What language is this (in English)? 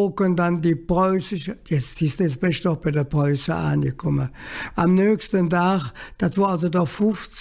Colognian